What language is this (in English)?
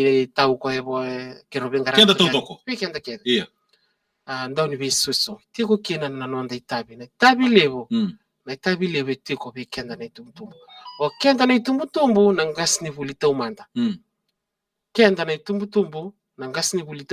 Fijian